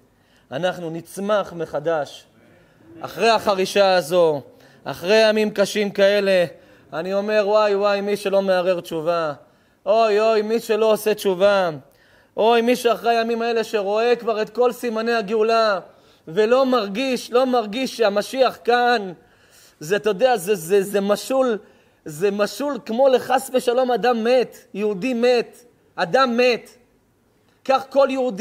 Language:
Hebrew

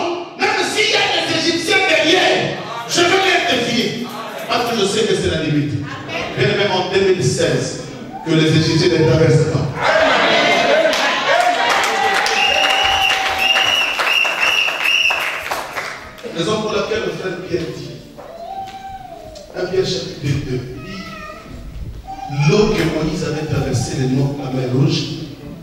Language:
French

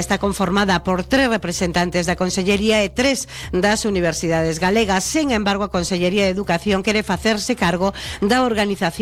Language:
Galician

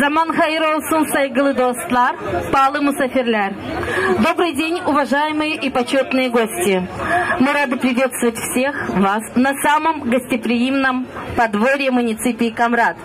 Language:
Gagauz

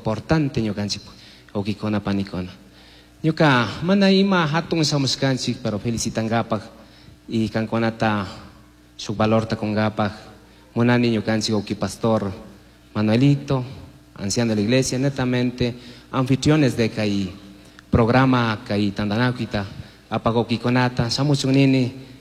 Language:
Chimborazo Highland Quichua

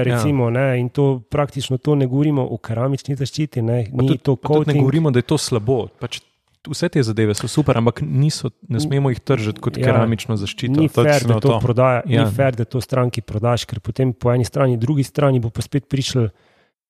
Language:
Slovenian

